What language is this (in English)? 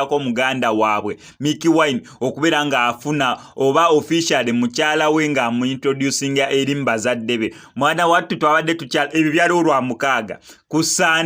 Ganda